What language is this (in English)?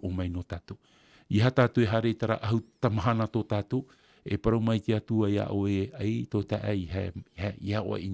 Tahitian